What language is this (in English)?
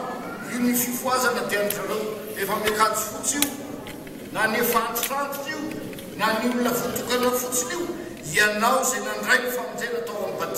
Malagasy